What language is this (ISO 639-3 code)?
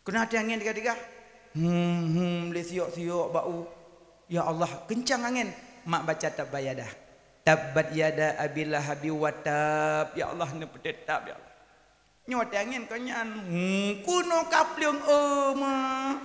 ace